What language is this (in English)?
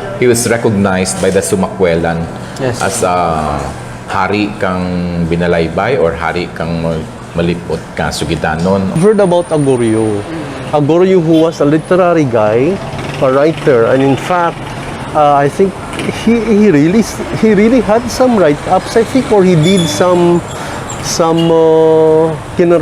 Kinaray-a